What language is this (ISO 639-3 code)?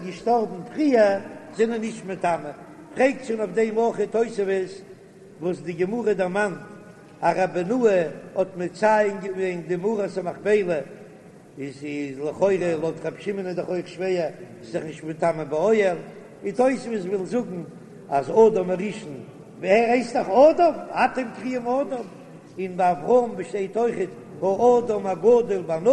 yid